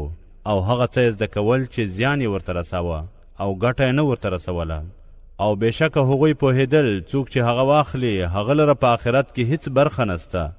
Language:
Pashto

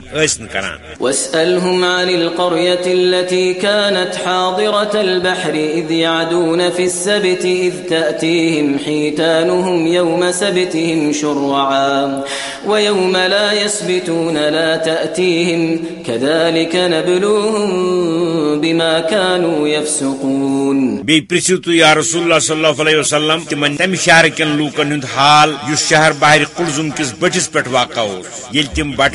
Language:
Kashmiri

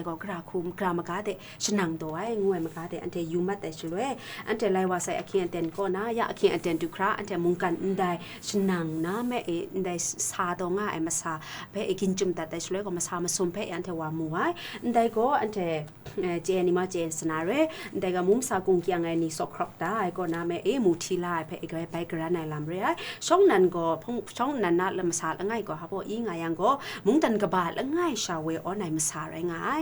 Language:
Kachin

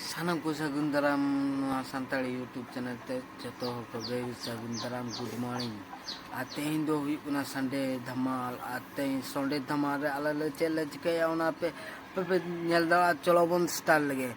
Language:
Santali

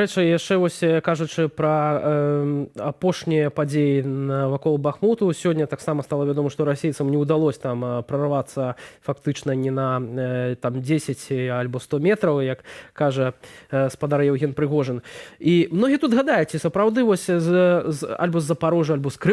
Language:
Belarusian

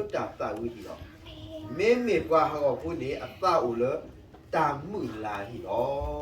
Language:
S'gaw Karen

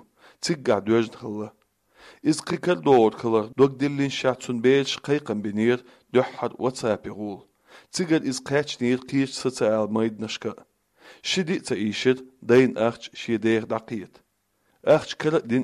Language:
Chechen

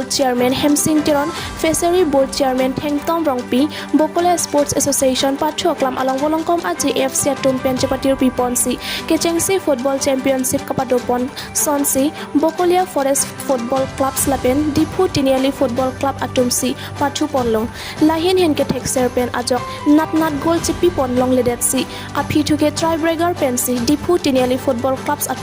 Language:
Karbi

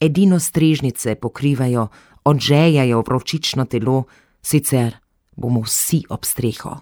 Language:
Slovenian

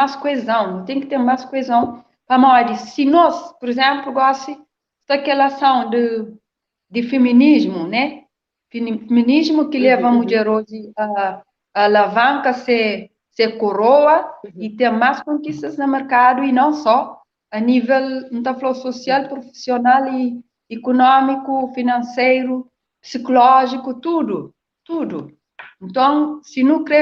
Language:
Kabuverdianu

